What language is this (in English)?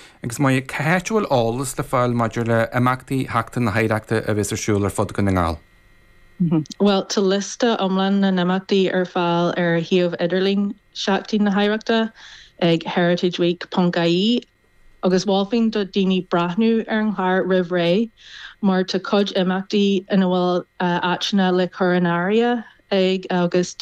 Irish